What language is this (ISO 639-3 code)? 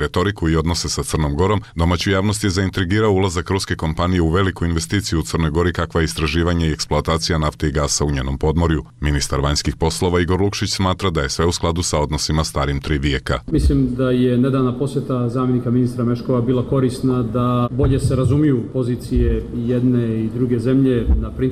srp